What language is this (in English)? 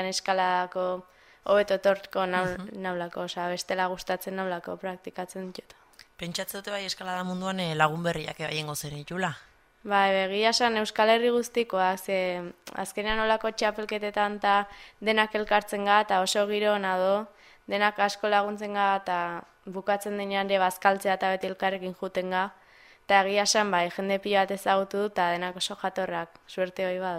Basque